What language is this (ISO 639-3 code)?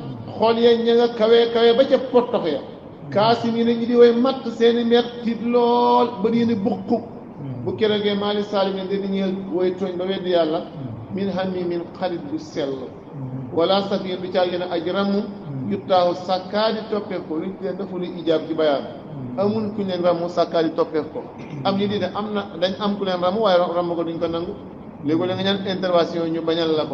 wol